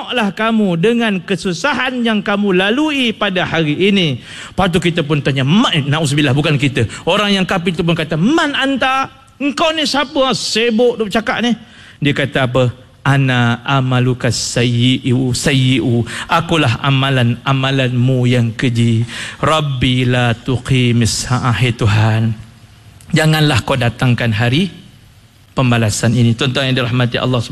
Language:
Malay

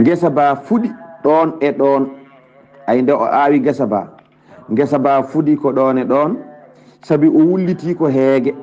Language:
Fula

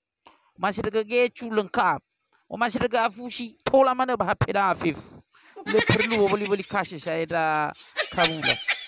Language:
Nias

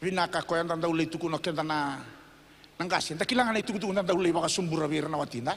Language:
Fijian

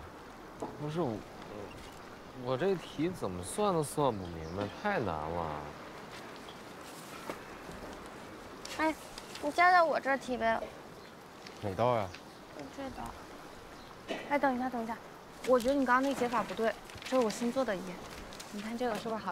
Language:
Chinese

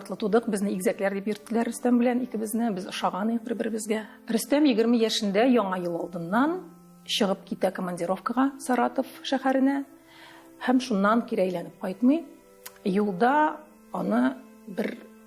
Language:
Tatar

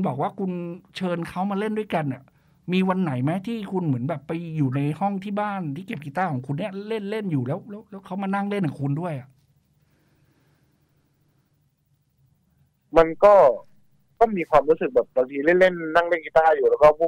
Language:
Thai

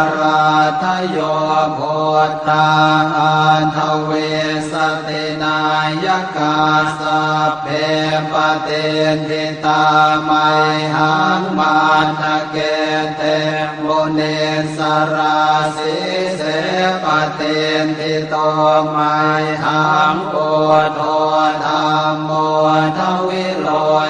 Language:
Pali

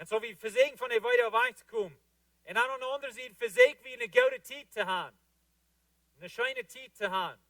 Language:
Plautdietsch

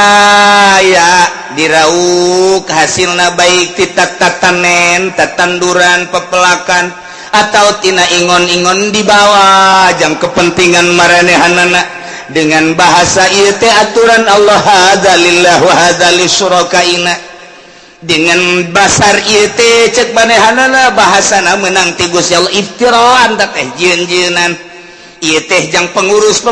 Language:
Sundanese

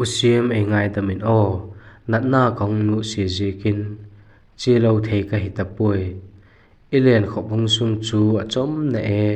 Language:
Vaiphei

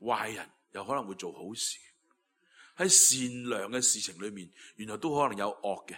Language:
Cantonese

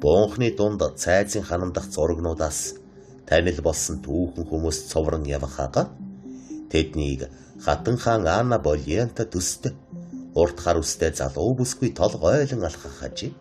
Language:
Mongolian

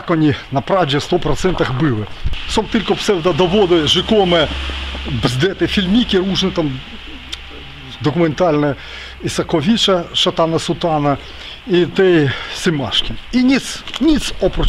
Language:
Polish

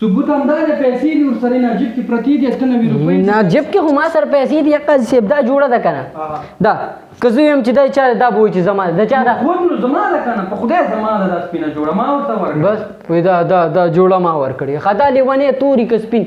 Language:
Pashto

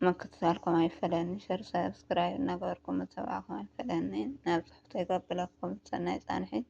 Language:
Tigrinya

